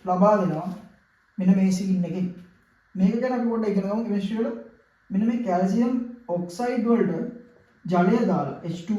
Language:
Sinhala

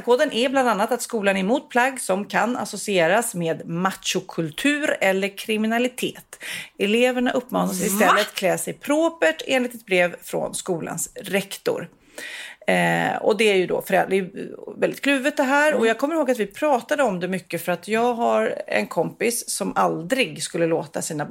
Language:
Swedish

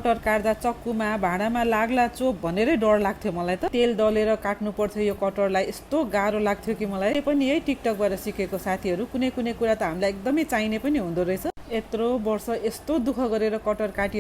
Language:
Nepali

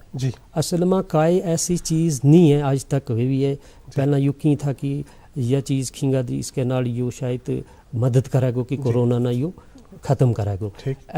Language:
Gujari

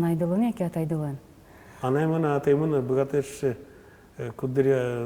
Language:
Udmurt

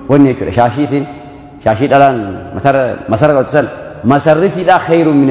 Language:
Oromo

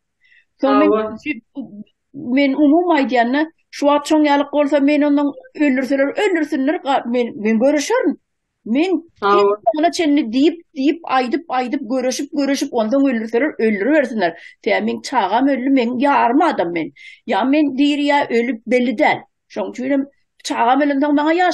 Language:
Turkmen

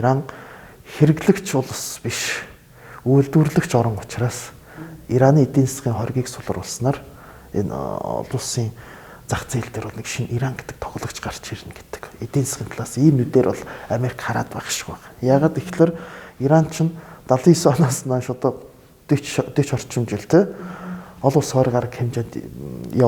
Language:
Mongolian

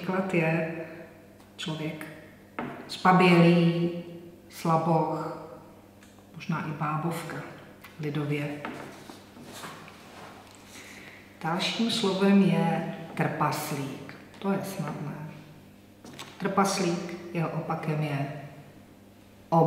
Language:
Czech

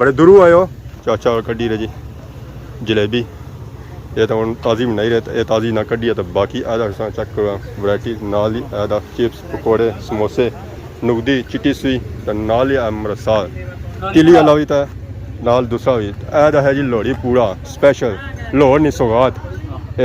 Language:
Pahari-Potwari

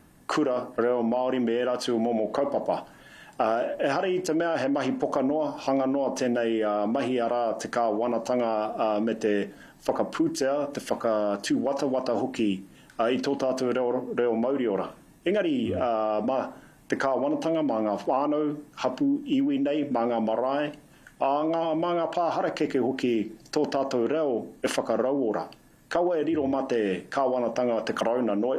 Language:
Māori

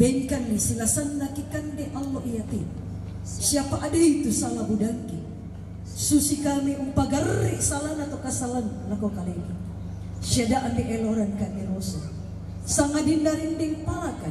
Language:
Toraja-Sa'dan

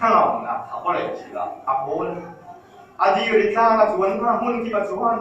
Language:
Hakha Chin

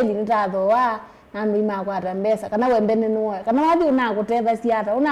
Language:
Kamba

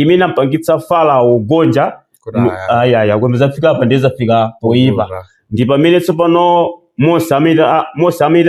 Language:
Nyanja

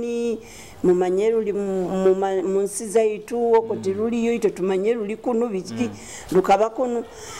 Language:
Nyoro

